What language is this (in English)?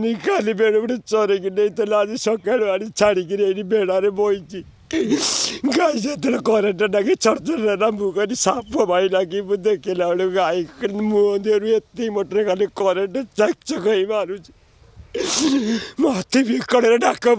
Odia